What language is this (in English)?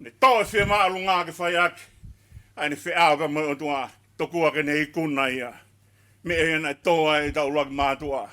Tongan